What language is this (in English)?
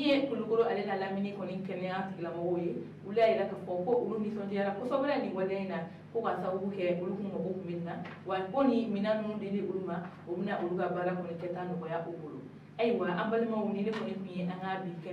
Bambara